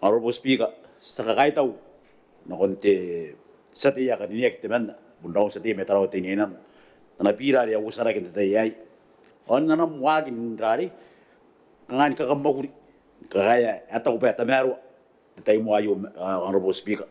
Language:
Gilbertese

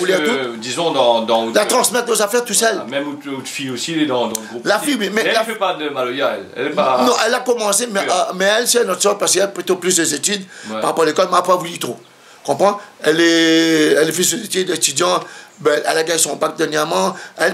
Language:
Réunion Creole French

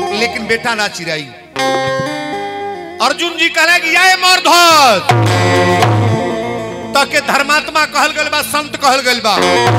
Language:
Bhojpuri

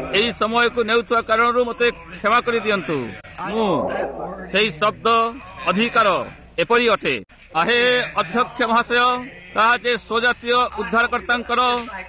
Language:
Odia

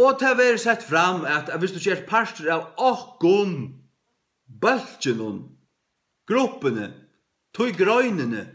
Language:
Faroese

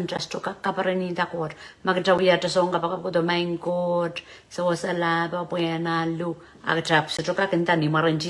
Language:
Pohnpeian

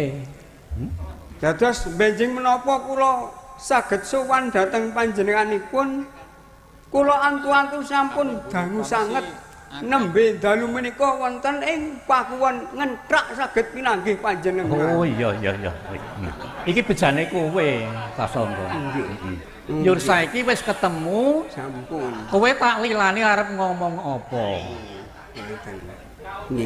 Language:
Javanese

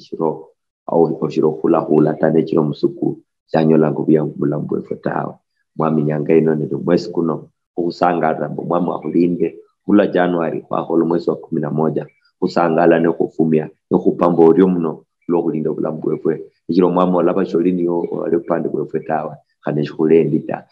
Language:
Luyia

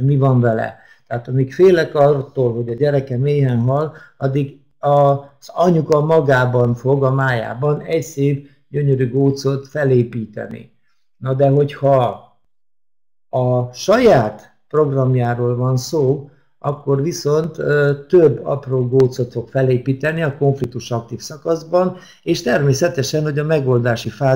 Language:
Hungarian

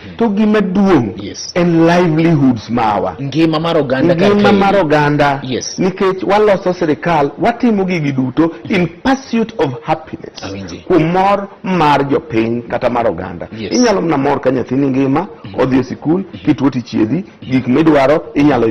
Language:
Luo (Kenya and Tanzania)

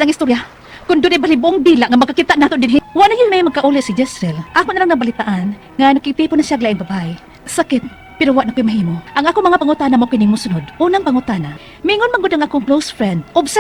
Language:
Cebuano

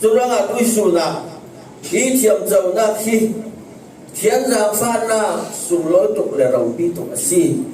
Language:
Falam Chin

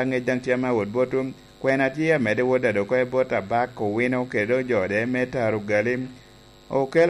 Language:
Lango (Uganda)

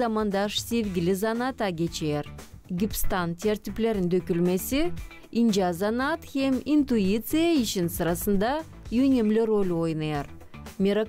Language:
Gagauz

